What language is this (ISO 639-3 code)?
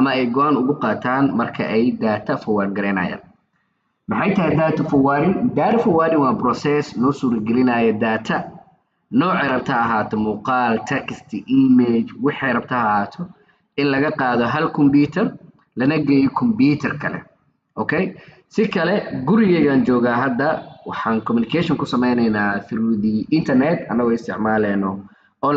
som